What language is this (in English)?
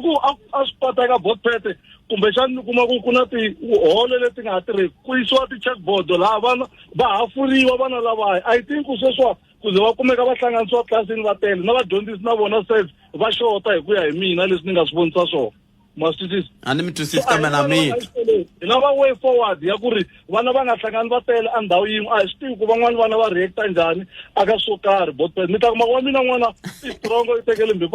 Tsonga